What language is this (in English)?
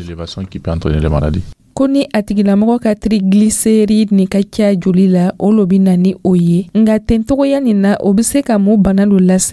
Dyula